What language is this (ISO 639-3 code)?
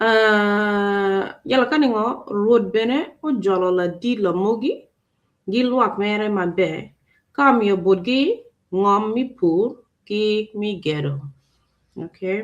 ach